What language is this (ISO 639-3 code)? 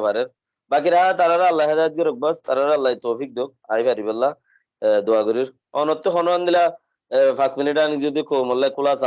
rhg